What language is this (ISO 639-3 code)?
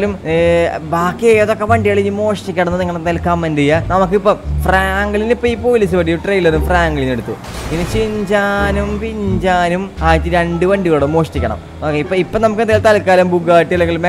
mal